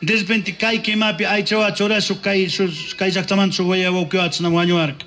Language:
Chimborazo Highland Quichua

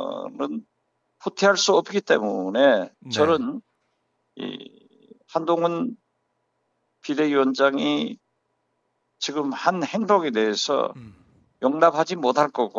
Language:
Korean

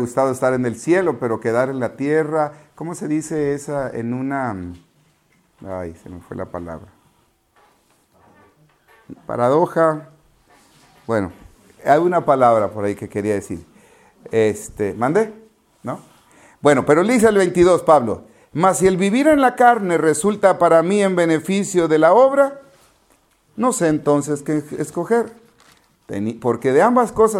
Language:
Spanish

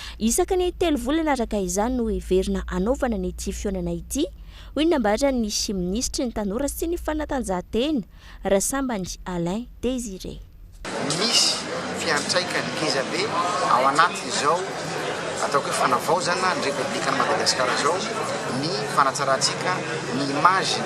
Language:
Malagasy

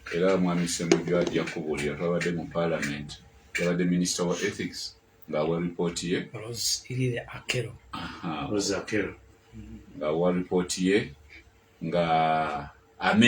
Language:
Ganda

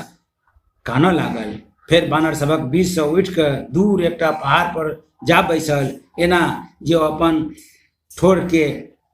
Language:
Maithili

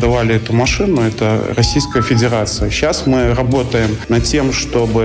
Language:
Russian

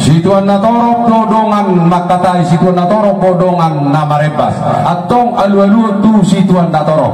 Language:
Batak Toba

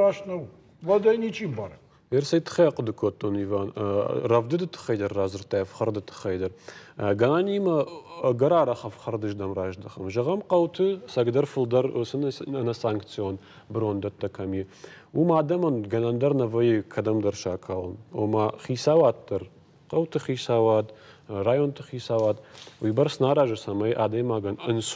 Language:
Ossetic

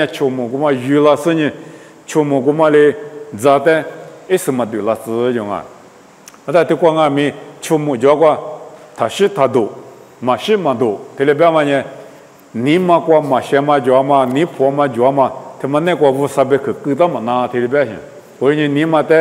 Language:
Lisu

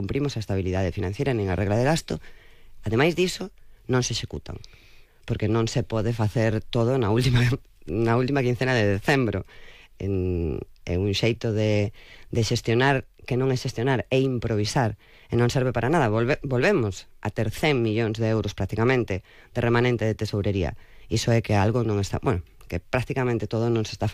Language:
Galician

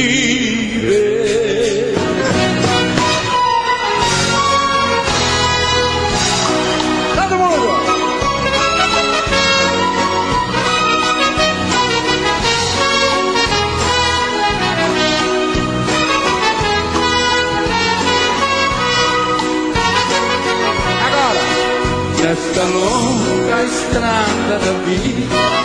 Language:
Portuguese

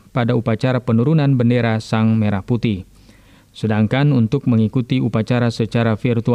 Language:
Indonesian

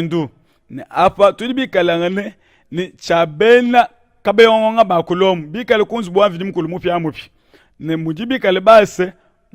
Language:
Luba-Lulua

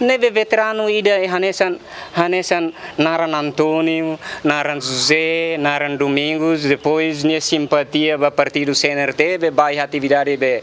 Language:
Tetum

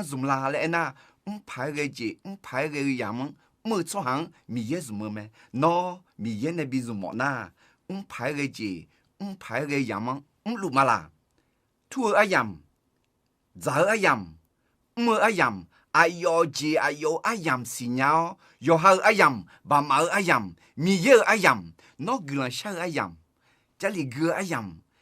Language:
Akha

